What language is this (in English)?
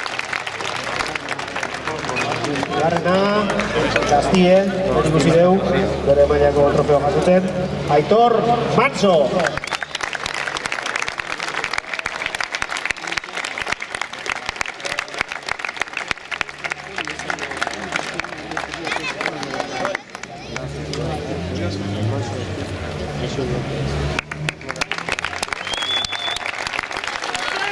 Basque